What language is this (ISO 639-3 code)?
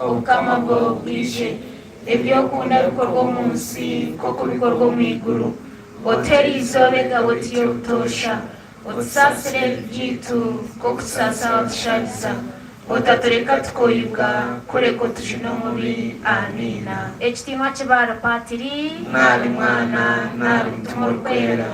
nyn